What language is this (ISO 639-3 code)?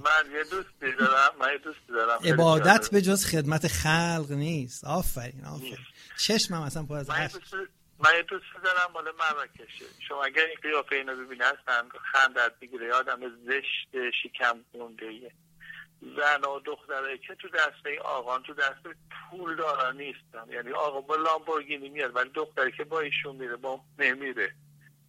fas